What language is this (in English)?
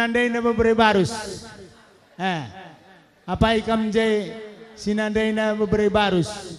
Batak Karo